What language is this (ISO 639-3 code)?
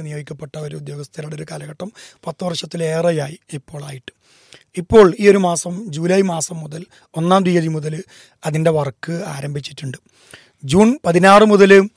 mal